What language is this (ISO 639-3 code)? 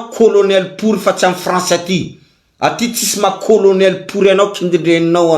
mlg